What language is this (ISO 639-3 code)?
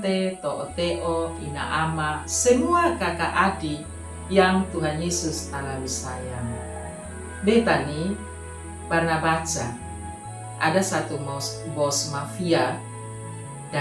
mkn